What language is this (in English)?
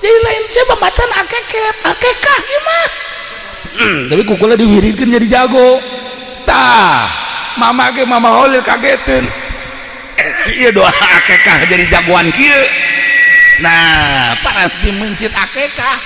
Sundanese